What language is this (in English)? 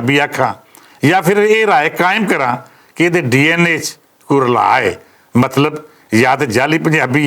Western Panjabi